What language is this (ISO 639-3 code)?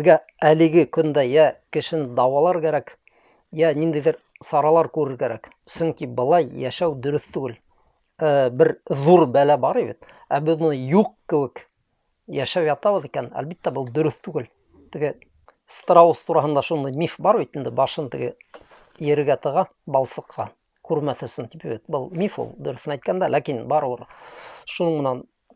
bak